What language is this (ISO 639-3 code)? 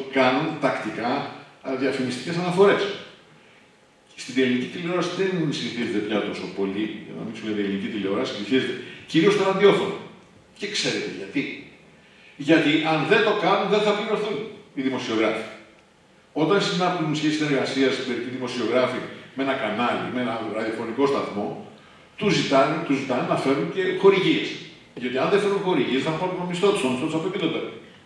ell